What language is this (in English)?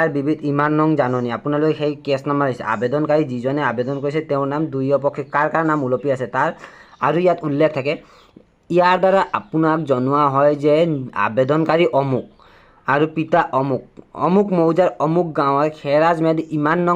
Assamese